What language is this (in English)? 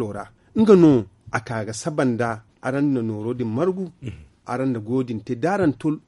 Zarma